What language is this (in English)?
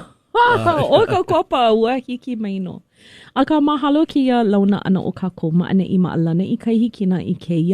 Hawaiian